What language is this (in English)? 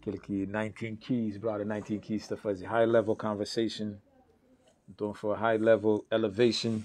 Kabuverdianu